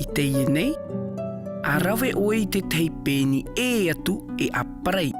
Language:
Tahitian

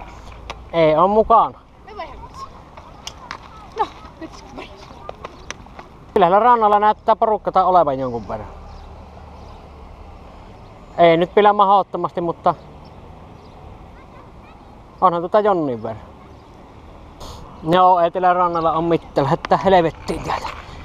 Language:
Finnish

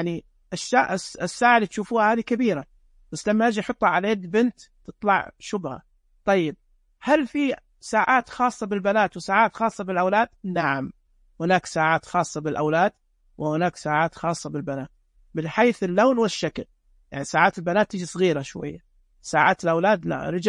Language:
Najdi Arabic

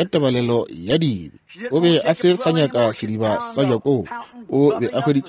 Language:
Northern Sotho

